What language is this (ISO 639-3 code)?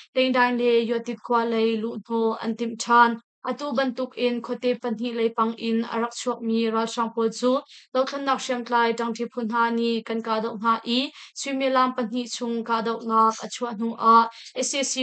cnh